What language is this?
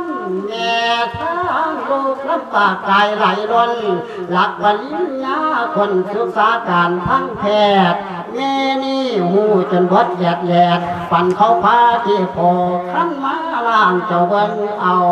Lao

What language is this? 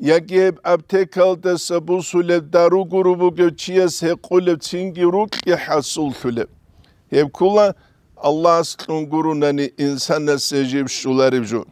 Avaric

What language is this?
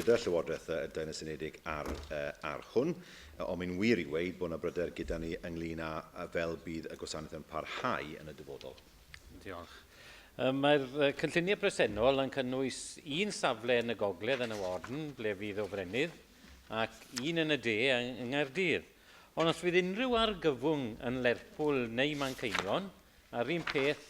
Welsh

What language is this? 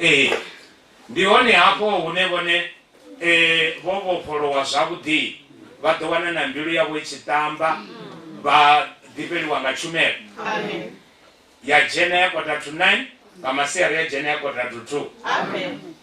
Venda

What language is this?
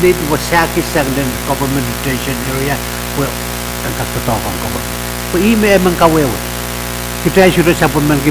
Pohnpeian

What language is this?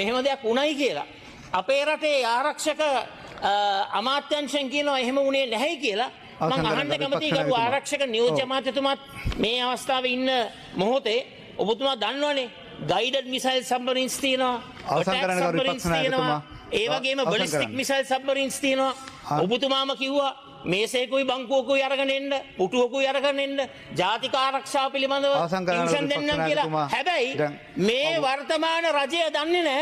Sinhala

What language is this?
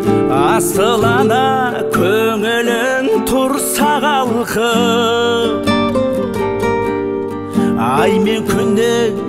Kazakh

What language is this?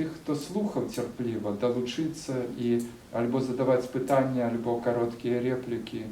Belarusian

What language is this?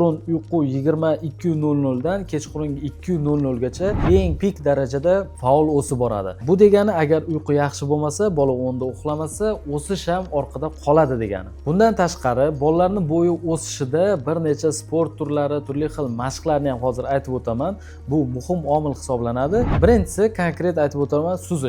Uzbek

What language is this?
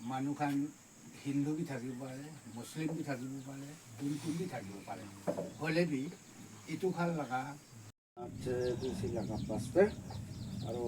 Naga Pidgin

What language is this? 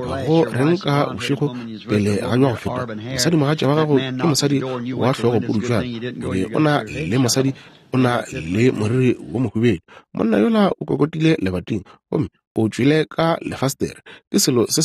Northern Sotho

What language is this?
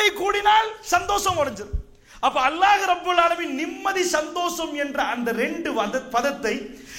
Tamil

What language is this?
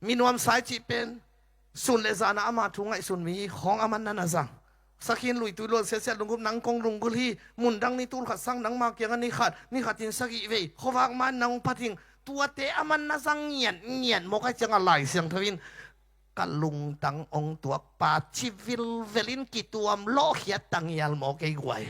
Tedim Chin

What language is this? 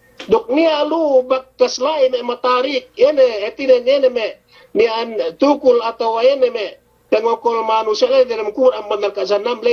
Yakan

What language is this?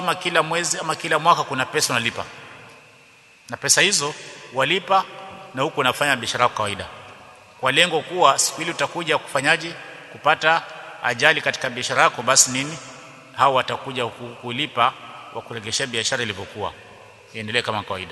Swahili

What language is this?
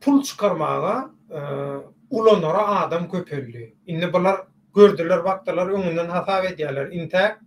Turkmen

